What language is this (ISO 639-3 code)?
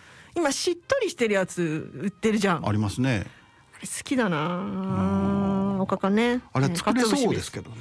jpn